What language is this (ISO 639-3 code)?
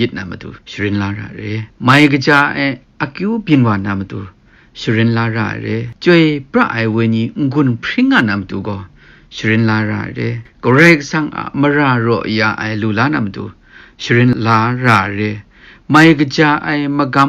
kac